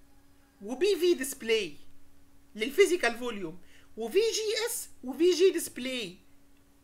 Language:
Egyptian Arabic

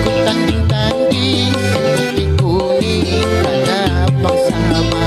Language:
Banjar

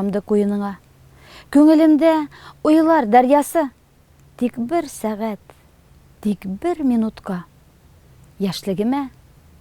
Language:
Tatar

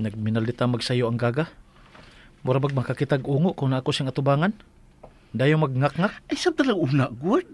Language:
Cebuano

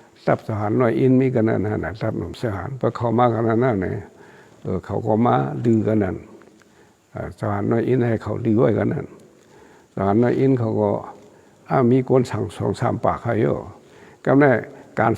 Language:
Shan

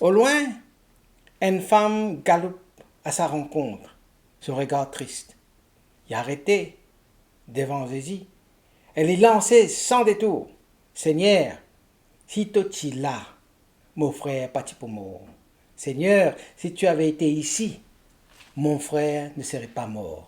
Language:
Morisyen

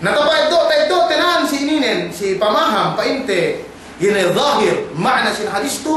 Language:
Yakan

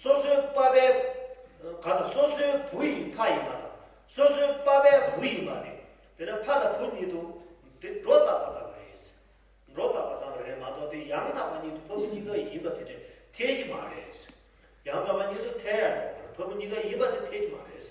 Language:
Tibetan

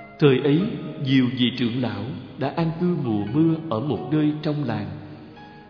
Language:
Vietnamese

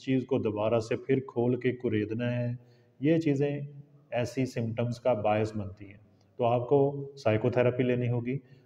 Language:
Urdu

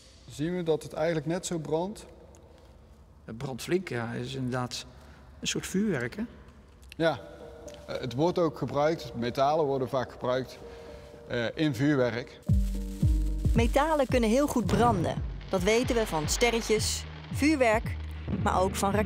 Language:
Dutch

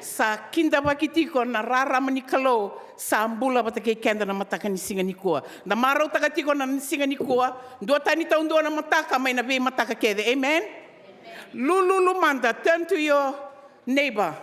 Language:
Fijian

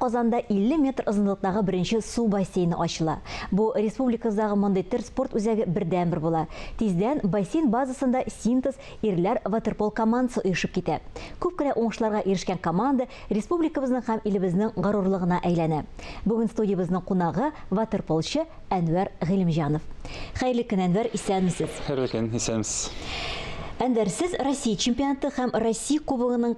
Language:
Tatar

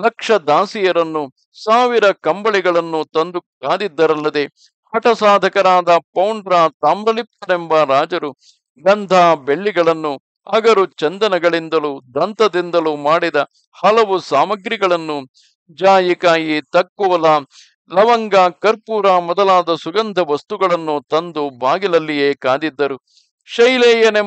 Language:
Kannada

